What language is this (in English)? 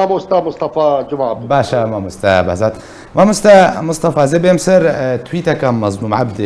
Kurdish